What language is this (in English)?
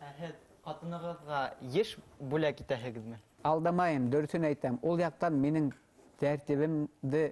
Bashkir